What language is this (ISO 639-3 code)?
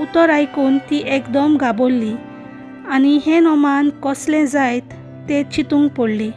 kok